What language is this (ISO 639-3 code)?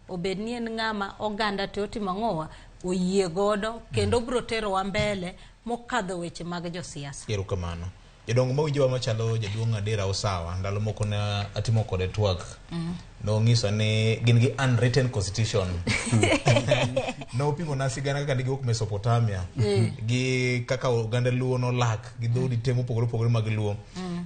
luo